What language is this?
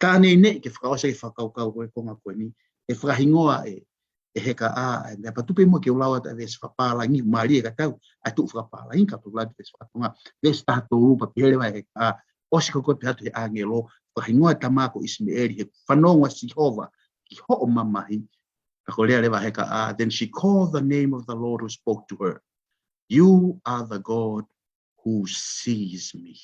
Tongan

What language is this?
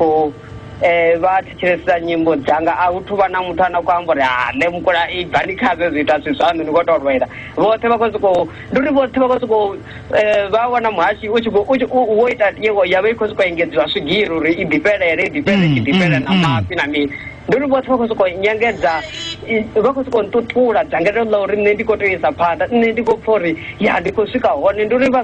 Venda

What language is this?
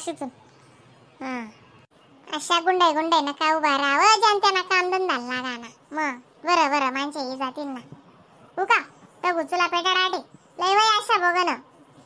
Khandesi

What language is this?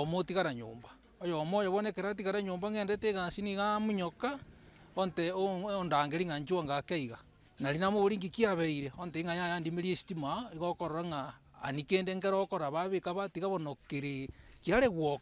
Gusii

